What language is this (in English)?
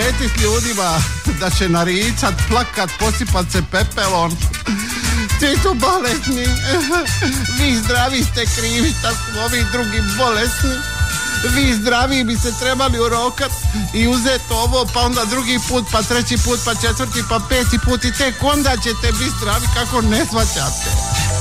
Croatian